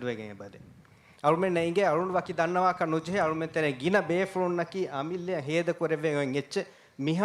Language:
Divehi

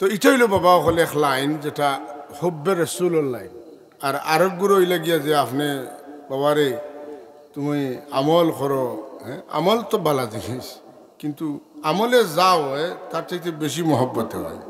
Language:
Sylheti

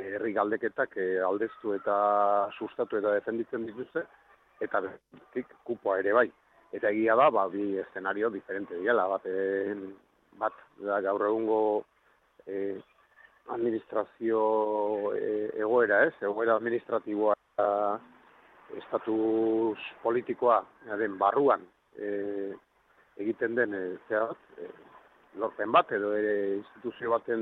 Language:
Basque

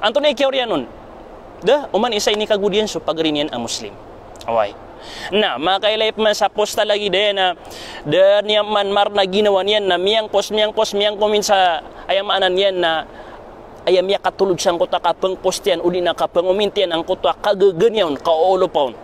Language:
Maranao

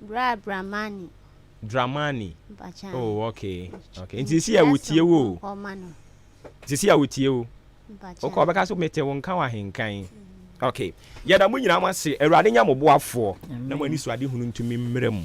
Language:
Akan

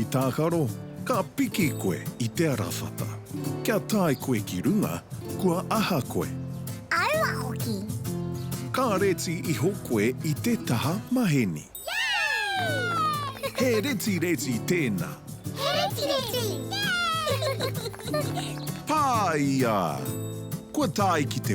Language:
Māori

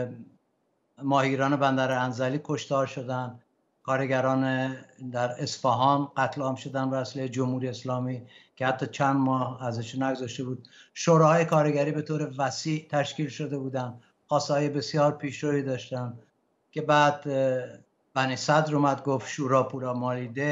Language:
Persian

